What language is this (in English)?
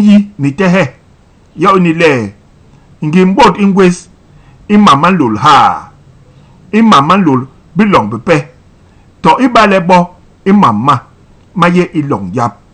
Basaa